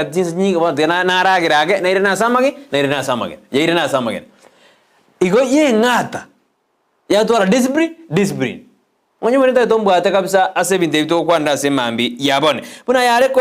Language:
Gusii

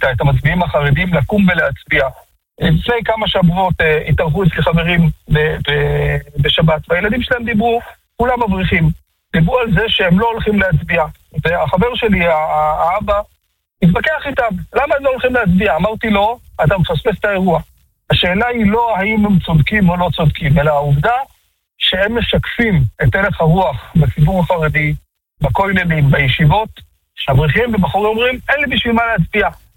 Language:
Hebrew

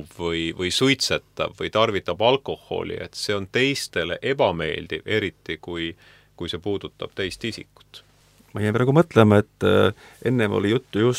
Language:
Estonian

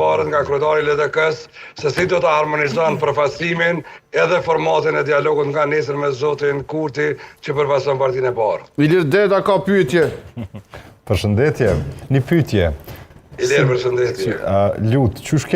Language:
Albanian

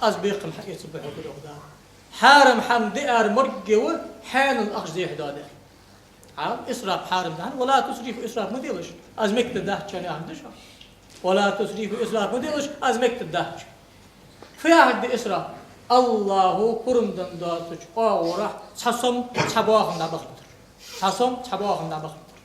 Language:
Ingush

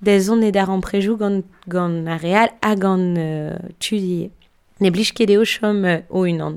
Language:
Breton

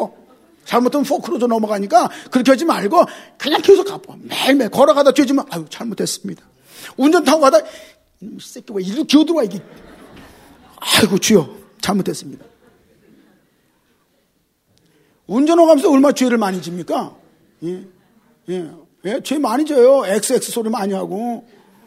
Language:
Korean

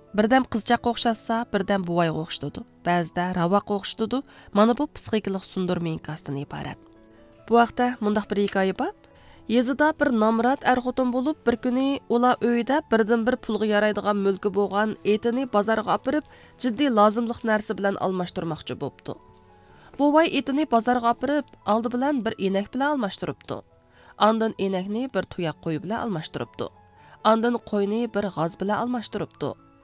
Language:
Uyghur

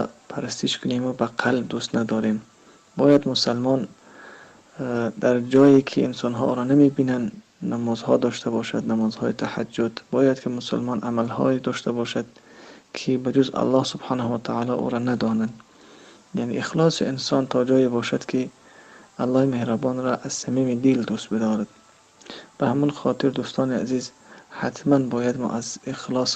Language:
Tajik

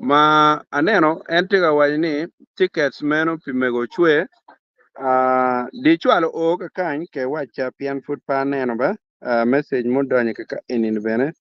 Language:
Acoli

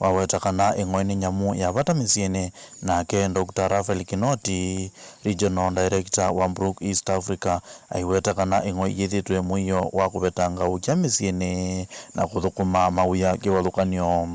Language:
Kamba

